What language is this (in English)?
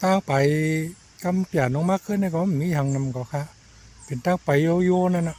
Shan